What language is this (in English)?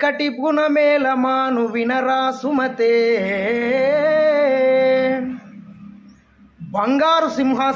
Telugu